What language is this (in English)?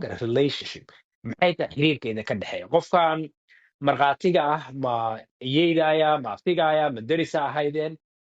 Somali